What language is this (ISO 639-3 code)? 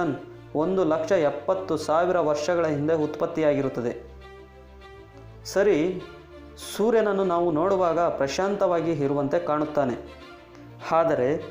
kan